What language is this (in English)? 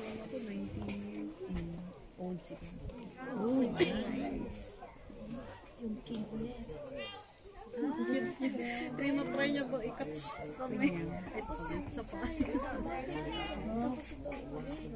Filipino